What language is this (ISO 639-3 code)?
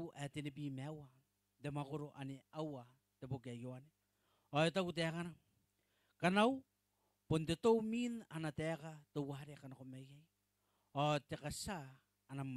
gil